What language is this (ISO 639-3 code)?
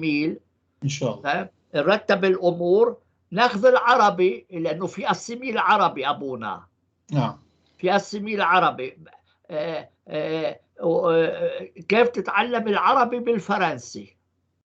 apc